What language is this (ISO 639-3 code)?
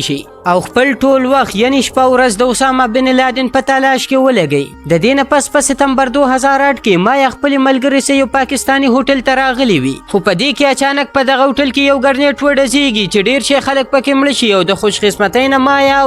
pus